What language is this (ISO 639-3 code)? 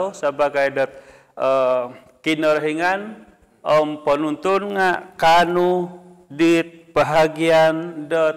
dtp